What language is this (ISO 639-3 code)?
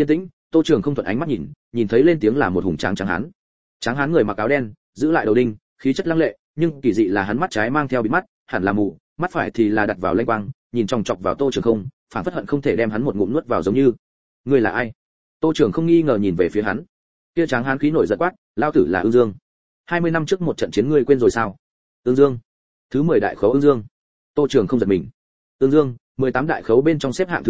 vie